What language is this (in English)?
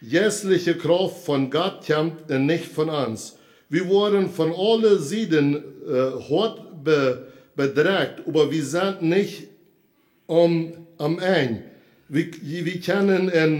Plautdietsch